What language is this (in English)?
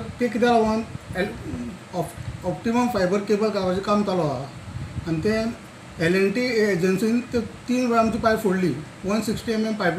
Konkani